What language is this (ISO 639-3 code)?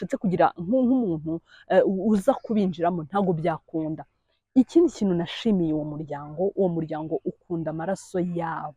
kin